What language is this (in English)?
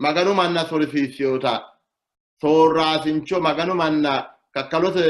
Sidamo